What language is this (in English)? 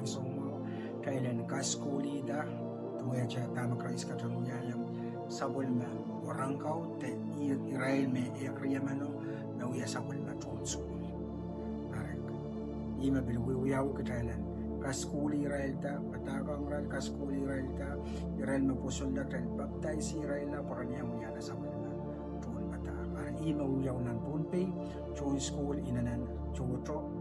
Pohnpeian